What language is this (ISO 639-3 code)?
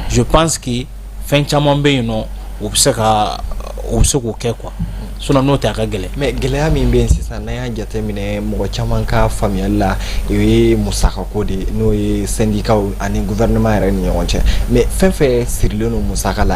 bam